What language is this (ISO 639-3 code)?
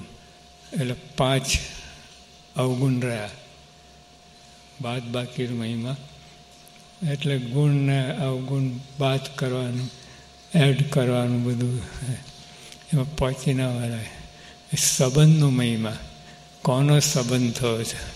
guj